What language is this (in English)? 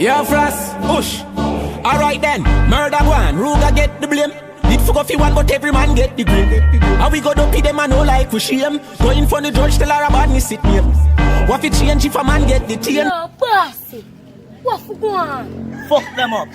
Jamaican Creole English